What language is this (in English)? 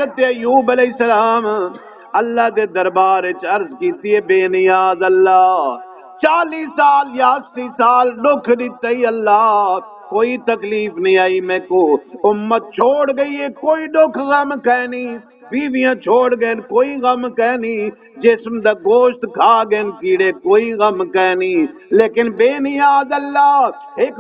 Saraiki